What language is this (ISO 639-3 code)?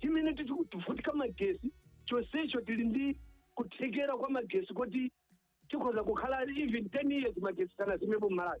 nya